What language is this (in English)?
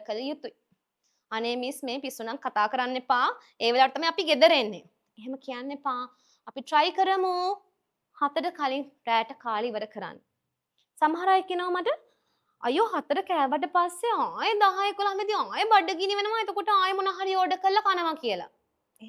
Sinhala